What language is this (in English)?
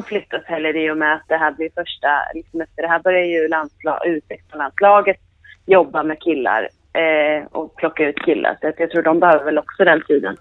Swedish